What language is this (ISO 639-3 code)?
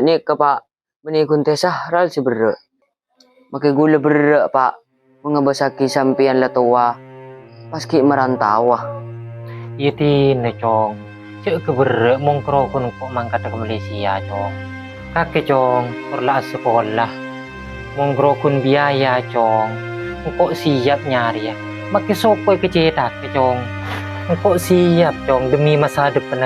mad